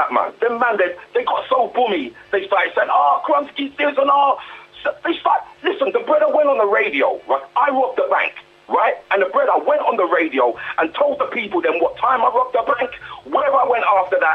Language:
Jamaican Creole English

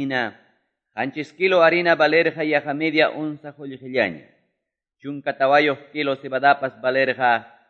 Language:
Quechua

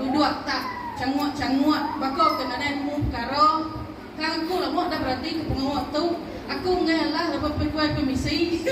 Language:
Iban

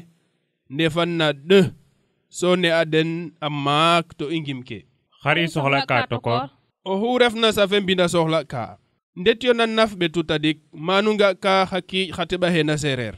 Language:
Serer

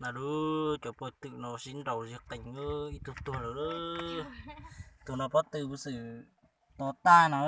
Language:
Hmong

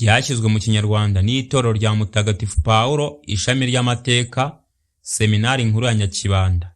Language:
Kinyarwanda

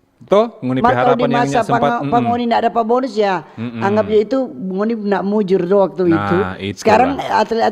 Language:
Manado Malay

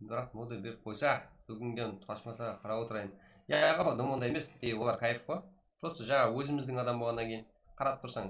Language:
Kara-Kalpak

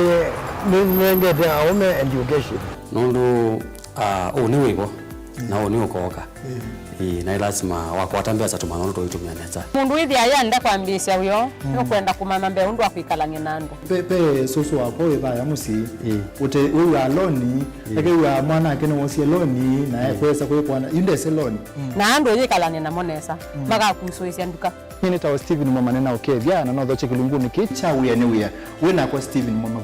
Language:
Kamba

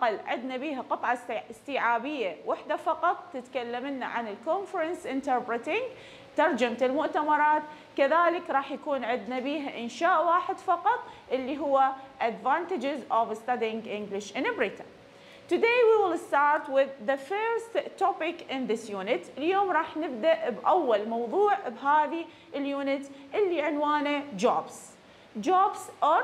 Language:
Mesopotamian Arabic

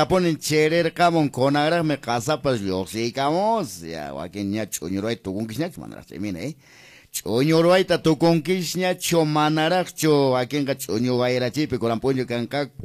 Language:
Quechua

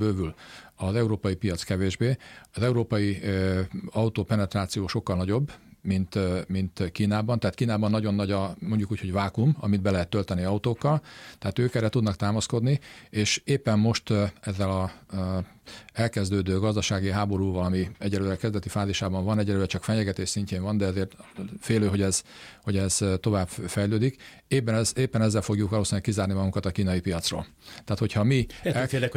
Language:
Hungarian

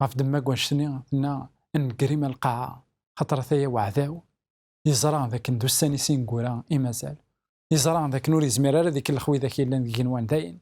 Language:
Kabyle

